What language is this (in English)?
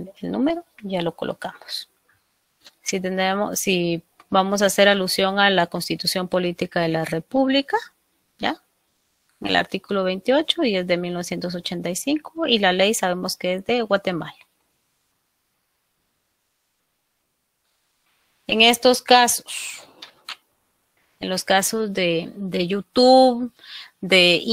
Spanish